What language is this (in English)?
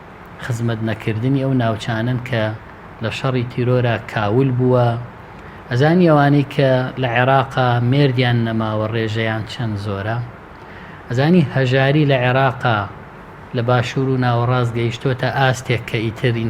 Central Kurdish